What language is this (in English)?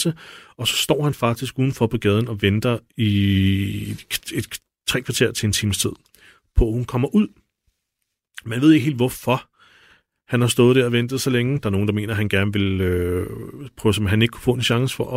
Danish